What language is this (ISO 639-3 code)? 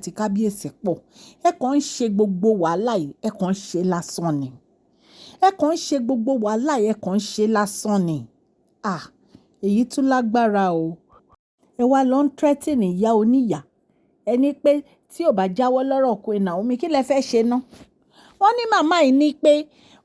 yor